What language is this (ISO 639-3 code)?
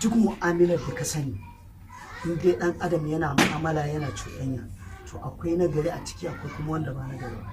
hau